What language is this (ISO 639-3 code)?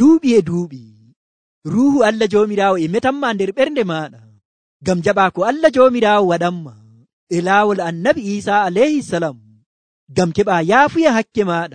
fuv